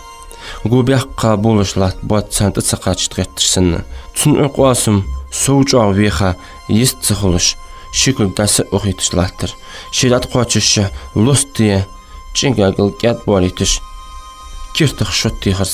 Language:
Ingush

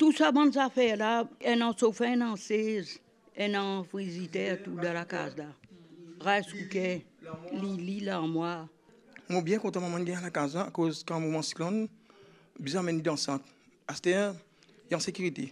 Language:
Morisyen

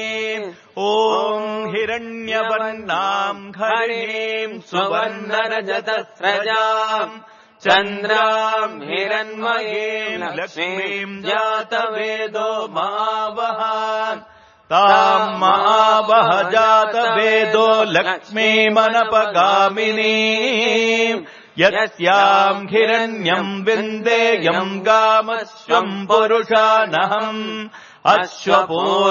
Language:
Sanskrit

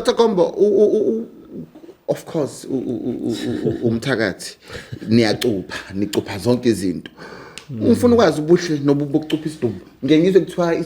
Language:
Zulu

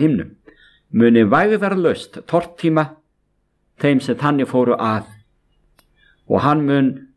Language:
Icelandic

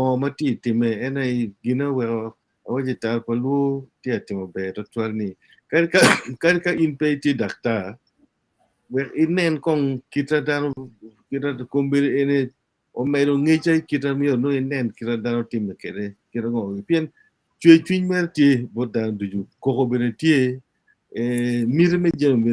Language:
Acoli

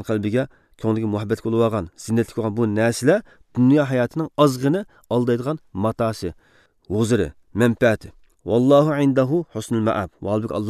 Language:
Uyghur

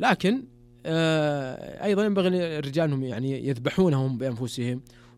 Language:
Najdi Arabic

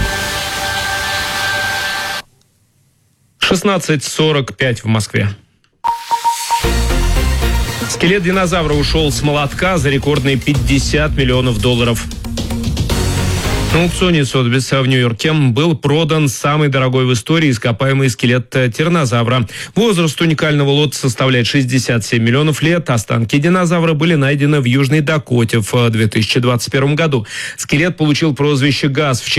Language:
Russian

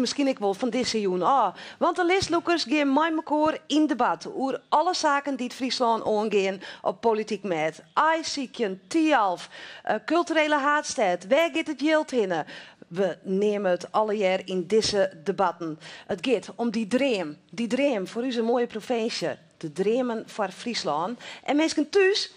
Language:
Western Frisian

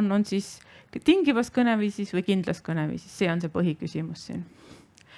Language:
Estonian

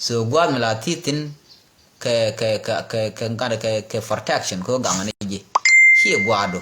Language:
Nuer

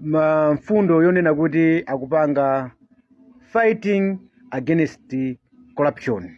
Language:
Nyanja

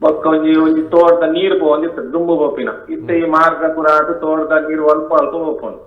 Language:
Tulu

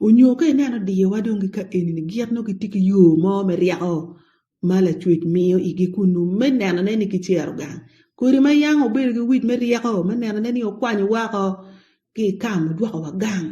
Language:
Acoli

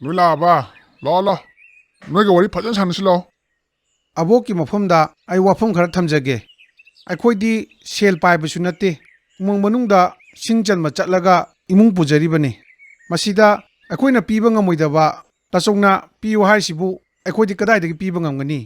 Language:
Manipuri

